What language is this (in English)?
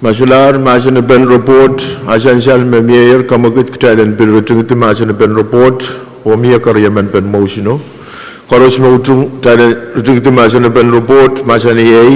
Pohnpeian